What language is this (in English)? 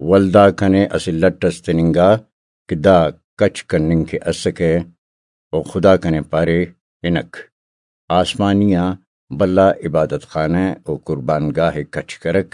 Brahui